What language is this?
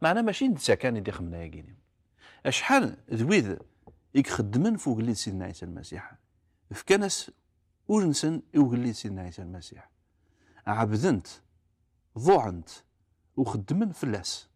Kabyle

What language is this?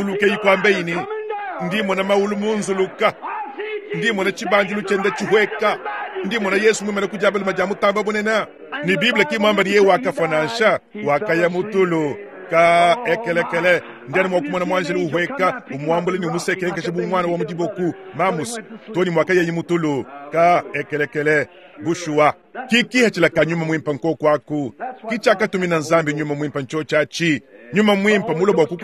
Luba-Lulua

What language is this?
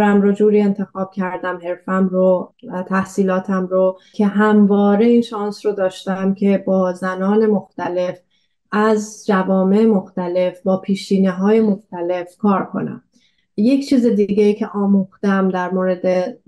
Persian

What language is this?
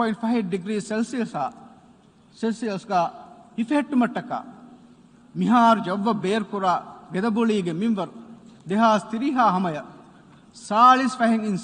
Divehi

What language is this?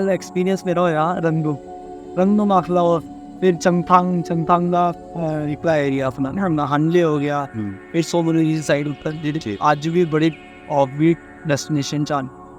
Dogri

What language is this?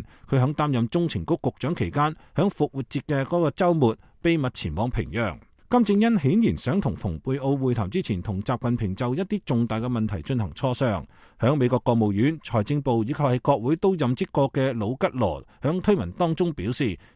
Cantonese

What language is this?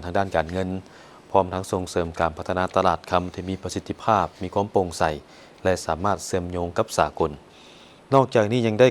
Lao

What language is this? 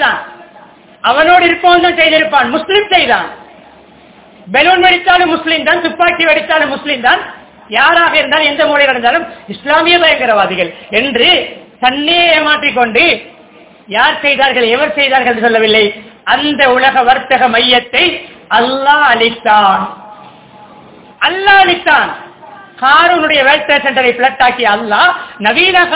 Tamil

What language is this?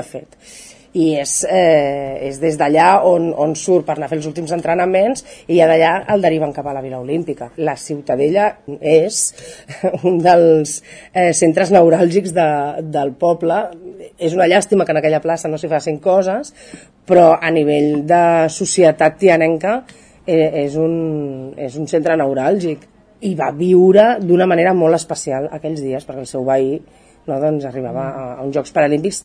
Catalan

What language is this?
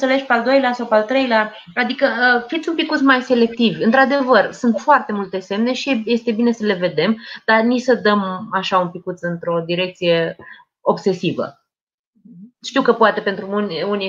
Romanian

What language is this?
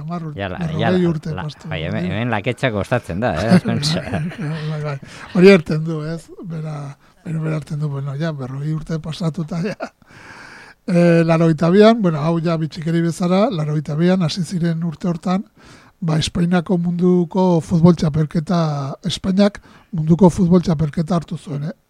Basque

